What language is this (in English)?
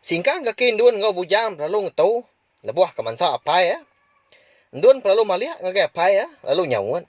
Iban